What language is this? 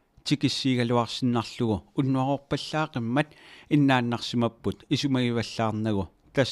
Kalaallisut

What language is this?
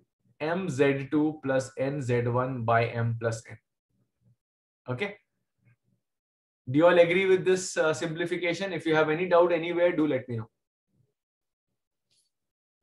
English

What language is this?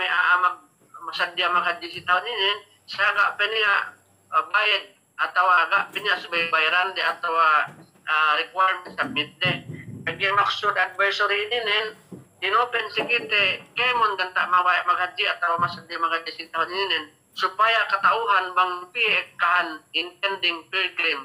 Yakan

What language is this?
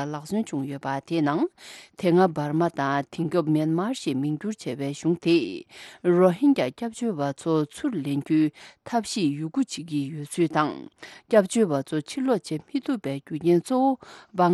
Tibetan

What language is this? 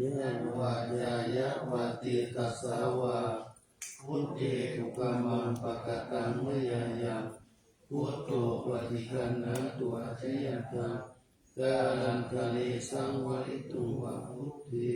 Pali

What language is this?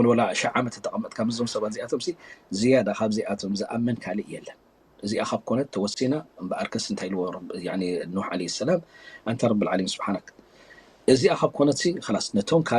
Tigrinya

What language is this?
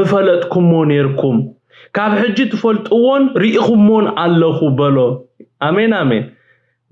Tigrinya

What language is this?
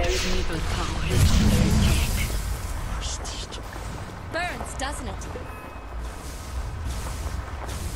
English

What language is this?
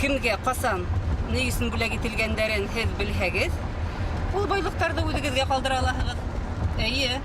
Bashkir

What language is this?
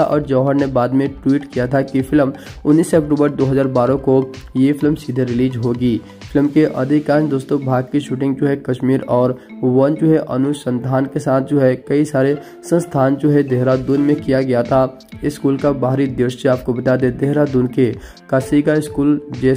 Hindi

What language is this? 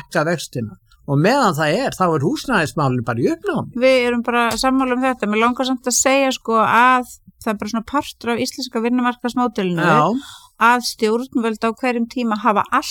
Icelandic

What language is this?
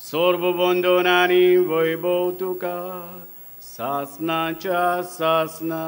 Konkani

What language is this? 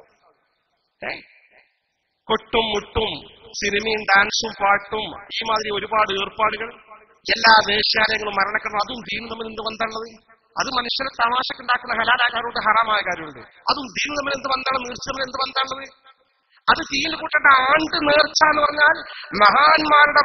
Malayalam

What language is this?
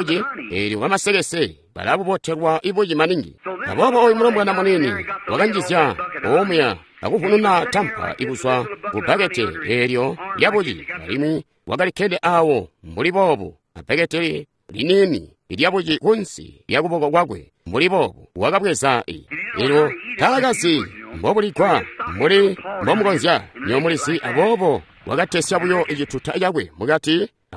Tonga (Zambia)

